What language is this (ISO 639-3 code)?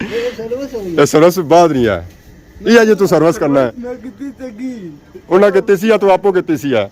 phr